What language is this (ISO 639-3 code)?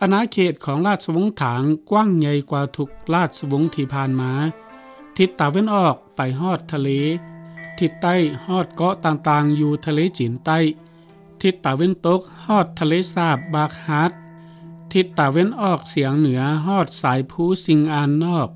lao